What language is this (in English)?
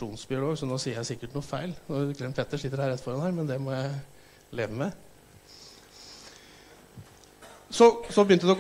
Norwegian